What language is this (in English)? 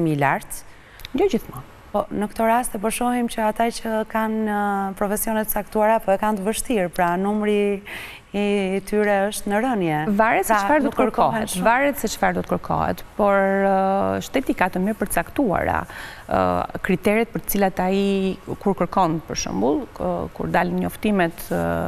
Albanian